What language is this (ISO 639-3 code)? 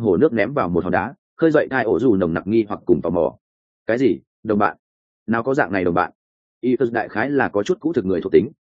vie